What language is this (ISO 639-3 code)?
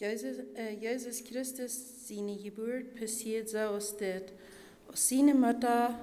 pdt